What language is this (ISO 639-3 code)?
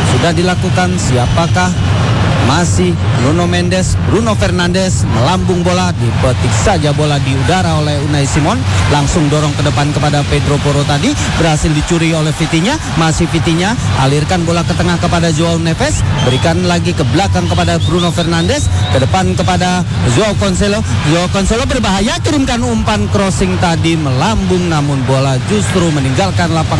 ind